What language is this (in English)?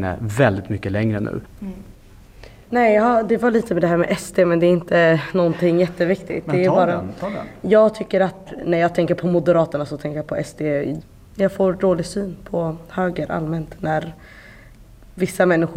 Swedish